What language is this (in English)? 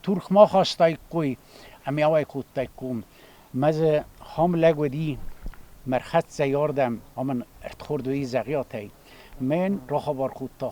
Ossetic